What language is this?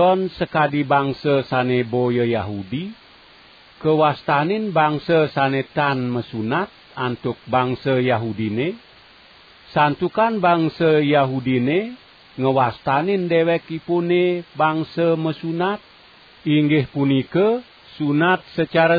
Balinese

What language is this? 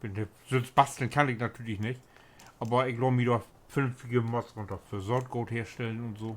Low German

